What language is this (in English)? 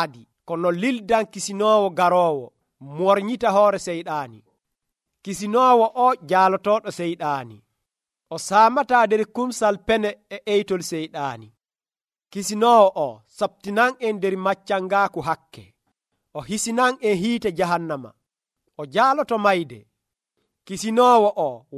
Nigerian Fulfulde